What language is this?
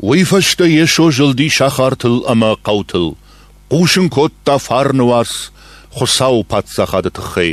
Ossetic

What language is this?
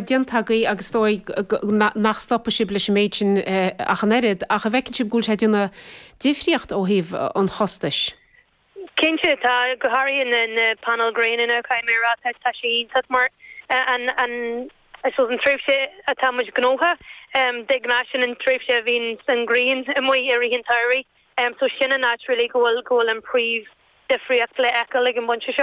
Irish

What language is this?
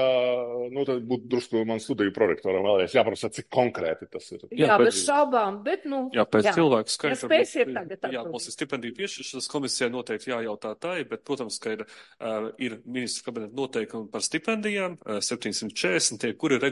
Latvian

